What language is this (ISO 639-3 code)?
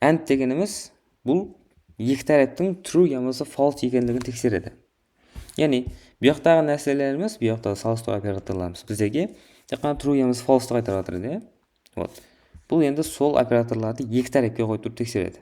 kaa